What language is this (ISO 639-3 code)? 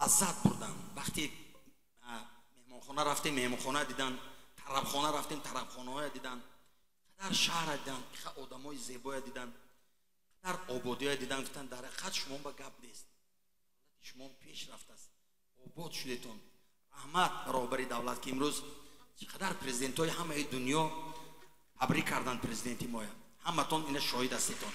tgk